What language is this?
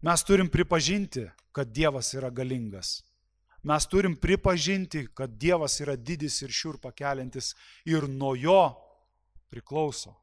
Lithuanian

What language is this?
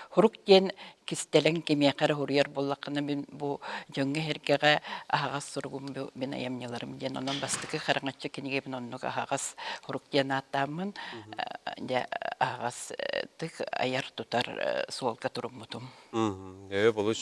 Yakut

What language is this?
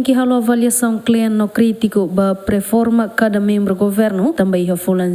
Tetum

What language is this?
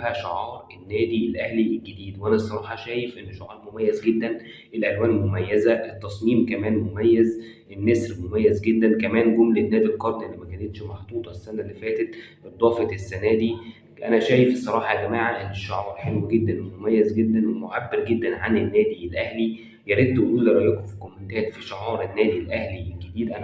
Egyptian Arabic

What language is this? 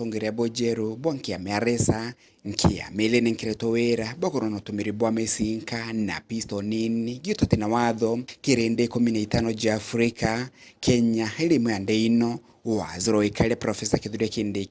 Meru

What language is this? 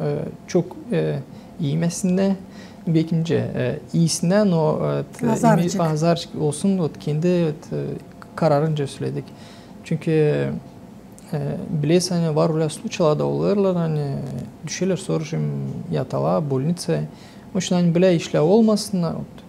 Gagauz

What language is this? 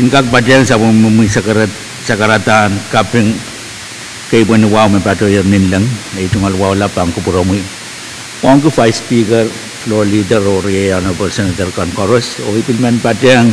Pohnpeian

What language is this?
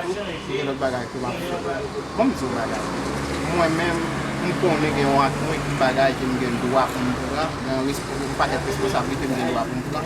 Haitian Creole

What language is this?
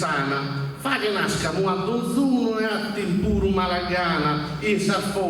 Sardinian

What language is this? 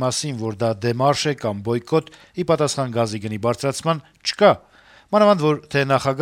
Armenian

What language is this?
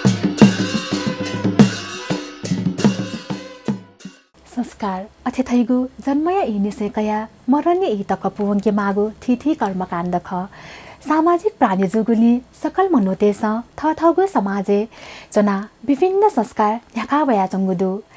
Newari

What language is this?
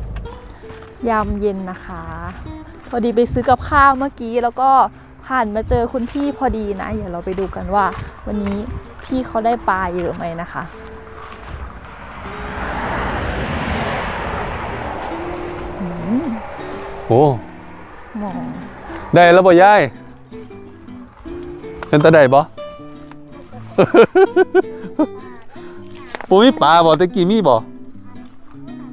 Thai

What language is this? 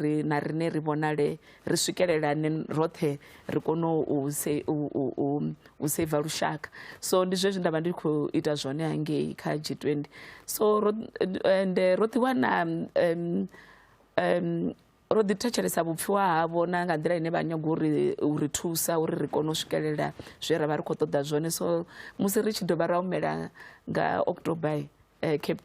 Venda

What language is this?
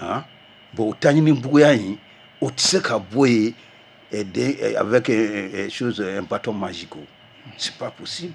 Bambara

